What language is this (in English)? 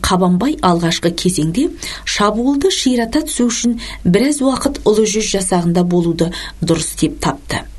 Kazakh